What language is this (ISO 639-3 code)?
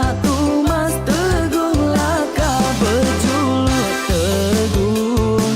iba